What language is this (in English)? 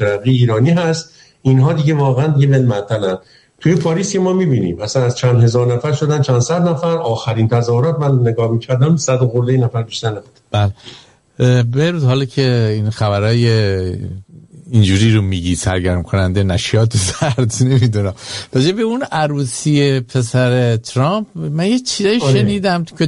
Persian